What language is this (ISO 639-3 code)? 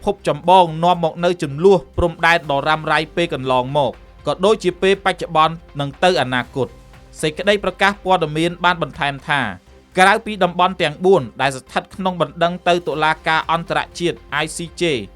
khm